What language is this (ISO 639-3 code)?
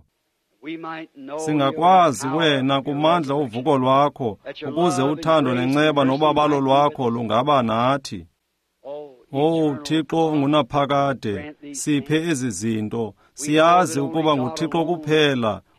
xho